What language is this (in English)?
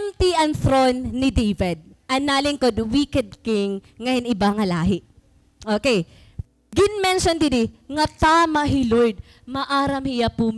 Waray